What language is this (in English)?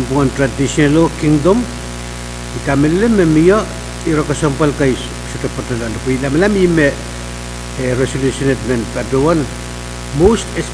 Pohnpeian